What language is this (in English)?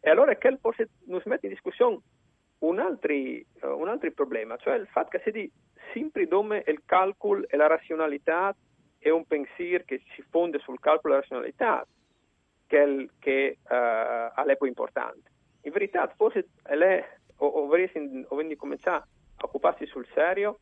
Friulian